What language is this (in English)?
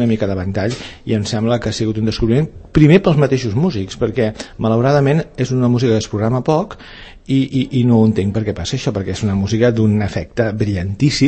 Catalan